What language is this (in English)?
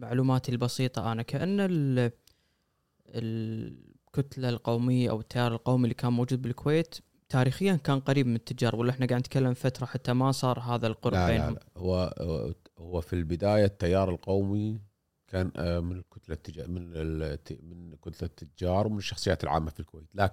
Gulf Arabic